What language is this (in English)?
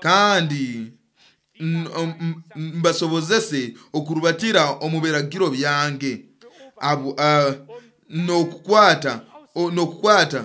Nyoro